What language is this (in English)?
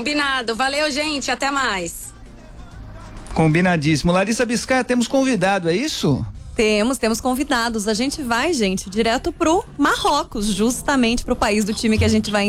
Portuguese